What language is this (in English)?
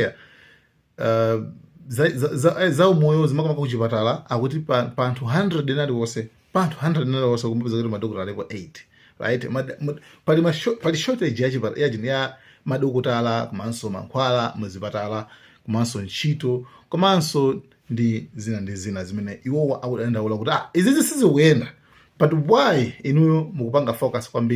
Nyanja